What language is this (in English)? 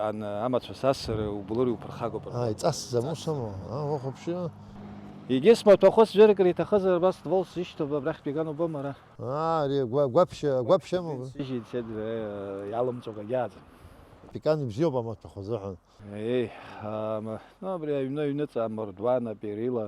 Abkhazian